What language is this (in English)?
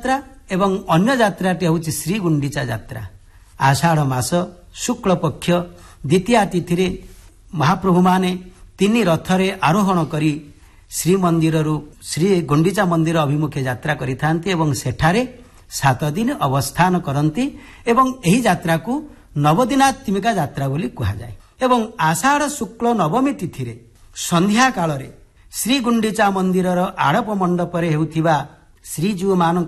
Odia